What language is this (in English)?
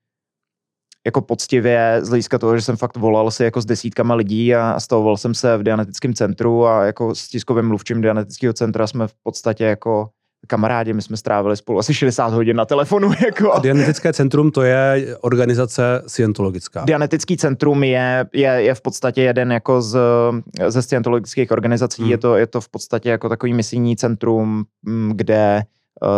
Czech